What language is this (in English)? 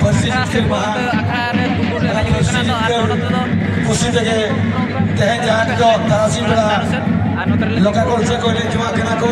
Santali